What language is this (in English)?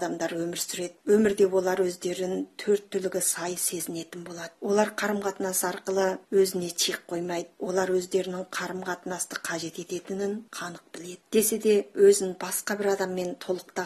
Kazakh